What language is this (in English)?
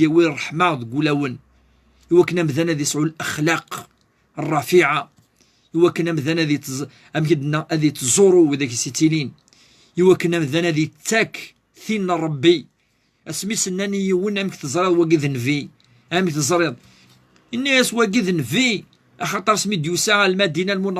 Kabyle